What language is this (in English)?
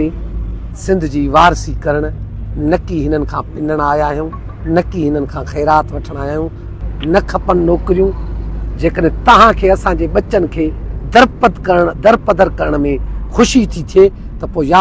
Sindhi